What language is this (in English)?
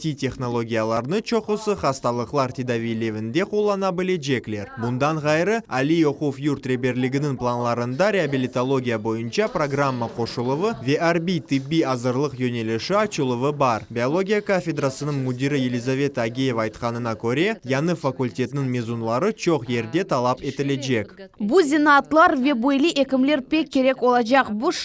Crimean Tatar